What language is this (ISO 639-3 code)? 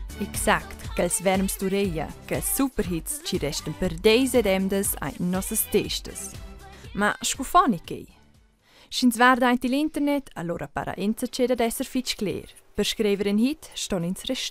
roh